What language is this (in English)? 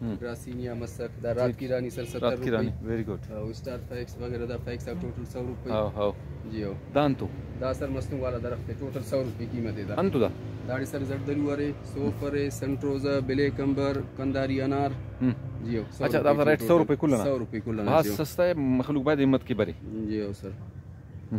Brahui